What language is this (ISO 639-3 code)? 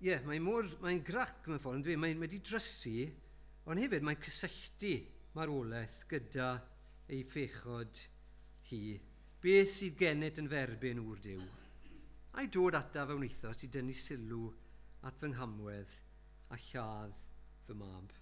cym